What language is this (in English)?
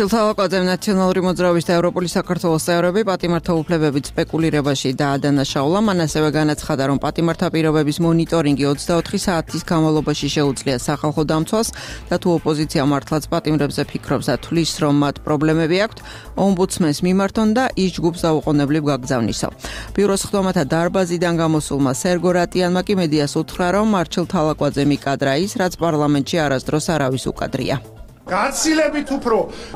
Georgian